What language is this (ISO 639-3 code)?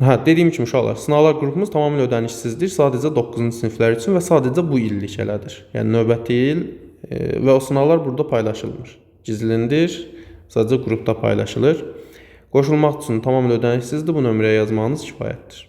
aze